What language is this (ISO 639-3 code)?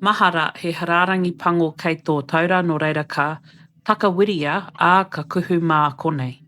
mri